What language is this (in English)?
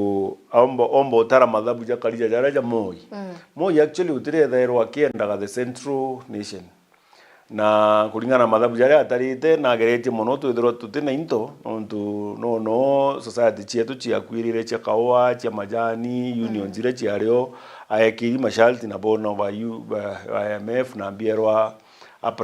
Meru